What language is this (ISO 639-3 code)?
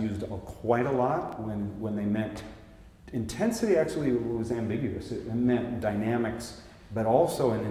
eng